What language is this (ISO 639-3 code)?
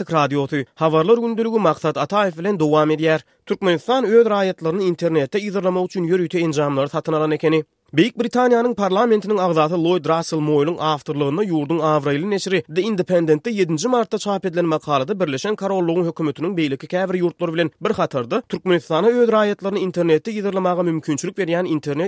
tuk